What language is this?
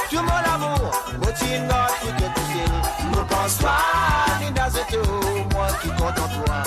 Morisyen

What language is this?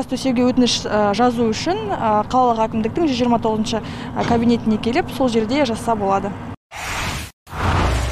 Kazakh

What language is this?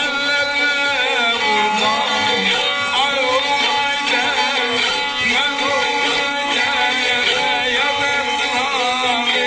South Azerbaijani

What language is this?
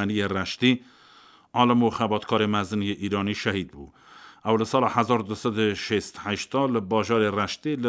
Kurdish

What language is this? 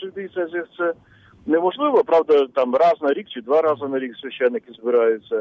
Ukrainian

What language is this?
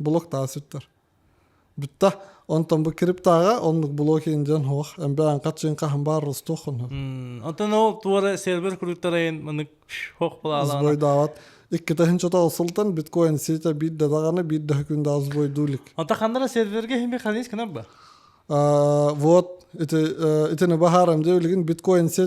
Yakut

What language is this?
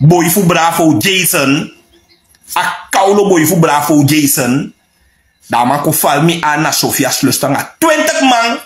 Sranan Tongo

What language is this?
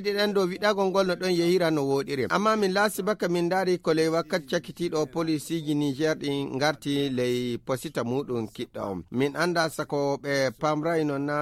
Fula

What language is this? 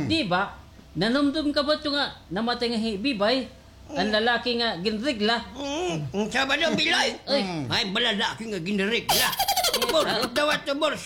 Waray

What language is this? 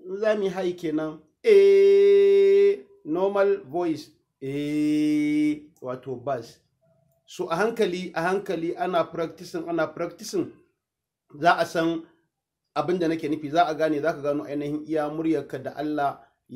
Hausa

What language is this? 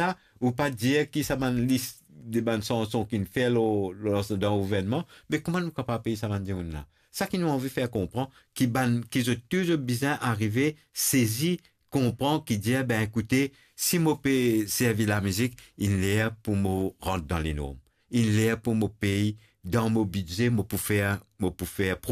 Morisyen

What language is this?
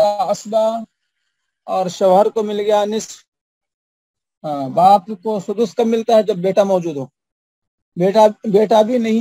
Urdu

